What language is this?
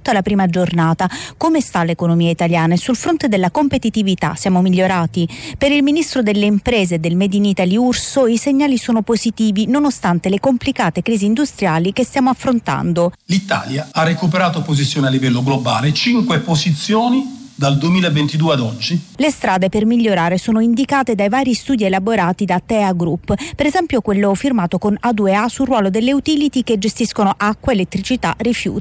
Italian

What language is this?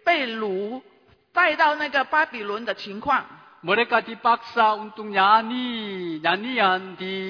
Indonesian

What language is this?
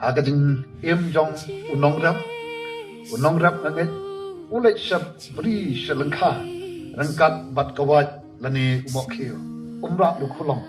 Khasi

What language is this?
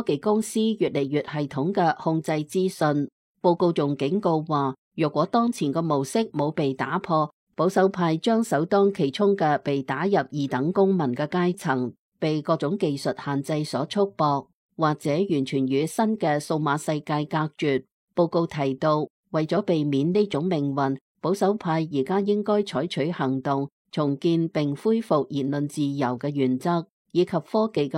Cantonese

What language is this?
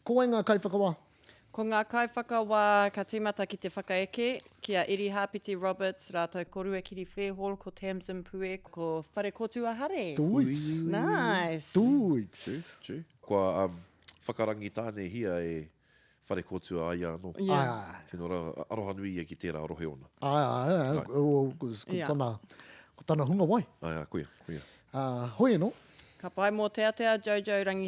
Māori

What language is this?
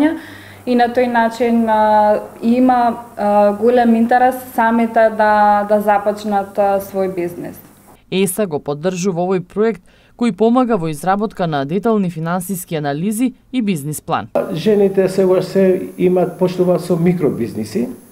Macedonian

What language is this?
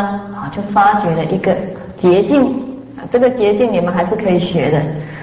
Chinese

